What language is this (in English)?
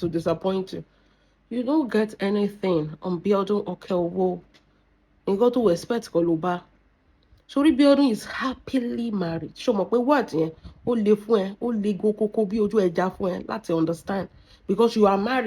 Yoruba